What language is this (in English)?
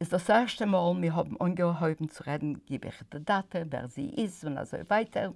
Yiddish